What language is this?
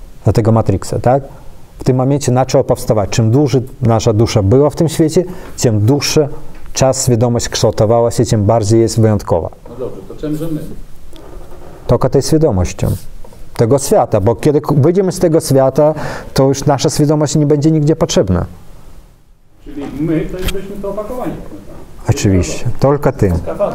Polish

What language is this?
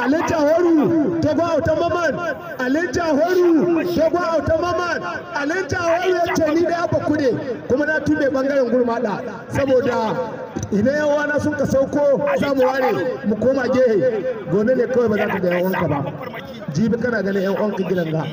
Hausa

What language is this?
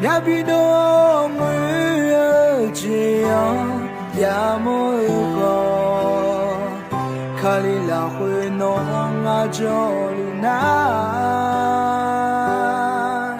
Akha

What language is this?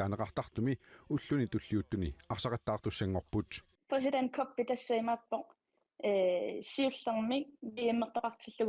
Kalaallisut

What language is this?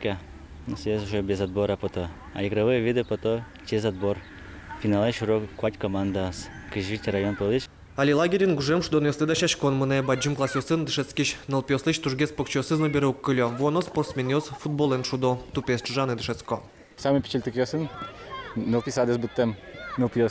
Udmurt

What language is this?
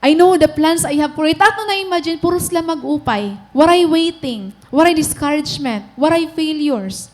Waray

